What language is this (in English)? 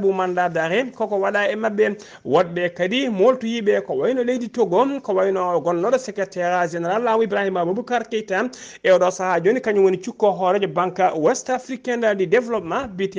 Fula